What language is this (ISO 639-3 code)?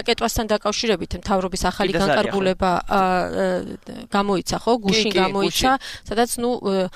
kat